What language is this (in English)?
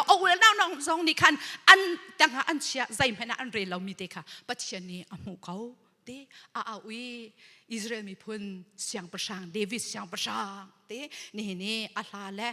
Hakha Chin